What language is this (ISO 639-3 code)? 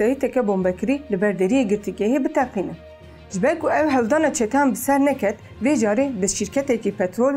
kur